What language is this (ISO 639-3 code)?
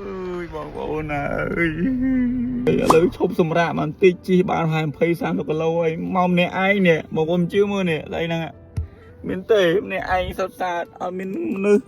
khm